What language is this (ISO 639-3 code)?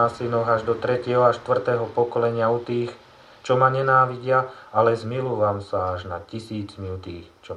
slk